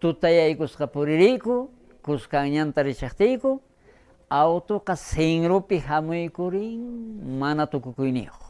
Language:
South Bolivian Quechua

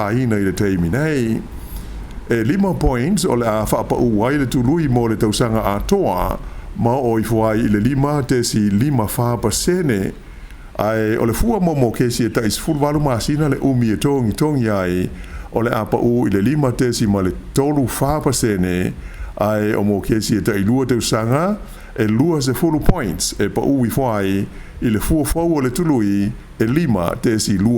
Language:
Samoan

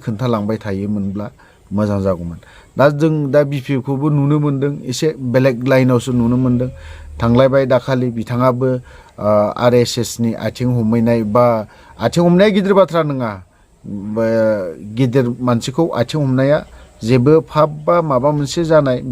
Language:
Bodo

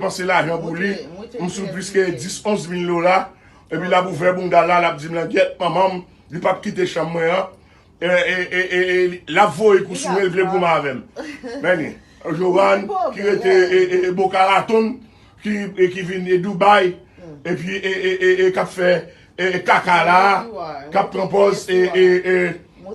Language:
Haitian Creole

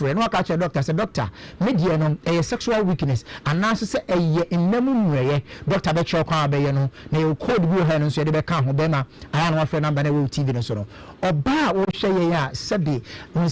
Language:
Akan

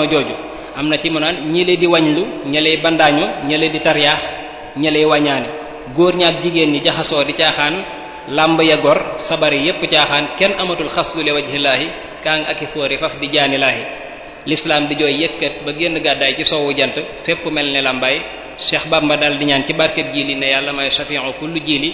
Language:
Wolof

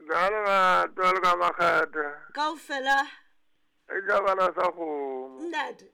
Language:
Southern Sotho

